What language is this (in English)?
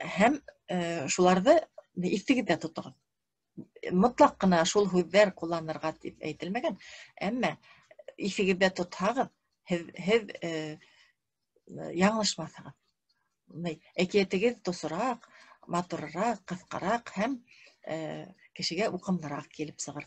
Bashkir